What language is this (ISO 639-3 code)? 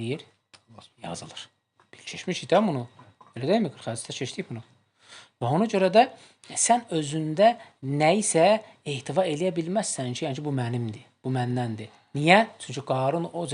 aze